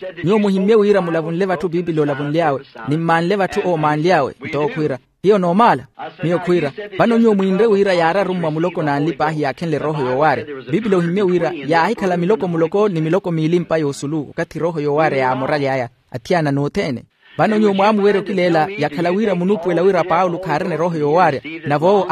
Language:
Makhuwa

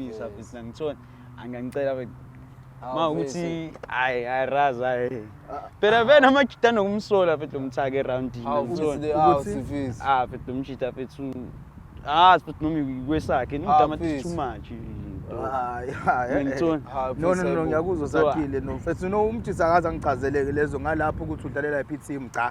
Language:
Zulu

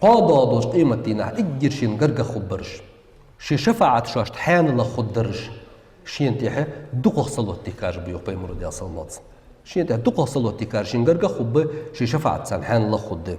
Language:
Ingush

